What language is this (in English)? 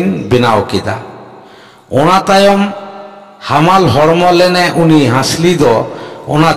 Santali